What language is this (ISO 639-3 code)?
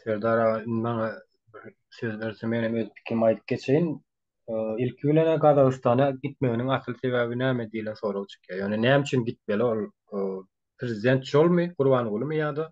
tuk